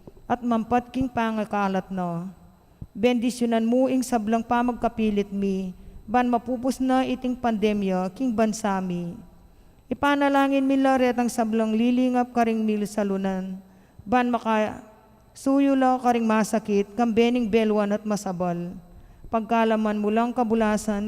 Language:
Pampanga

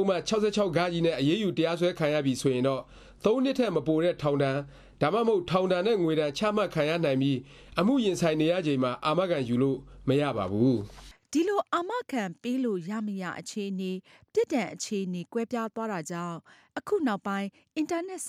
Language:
Burmese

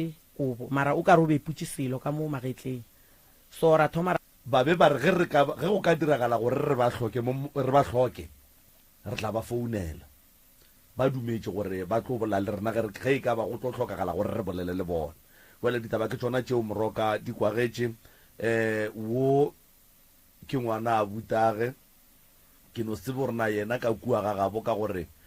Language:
Northern Sotho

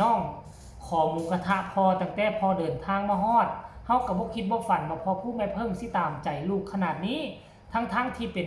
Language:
Northeastern Thai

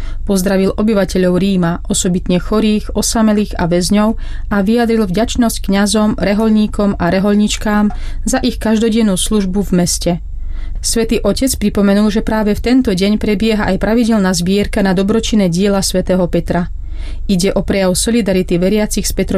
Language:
Slovak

